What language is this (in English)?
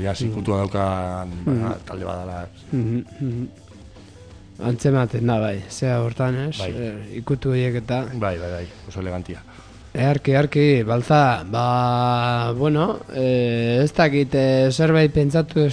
Basque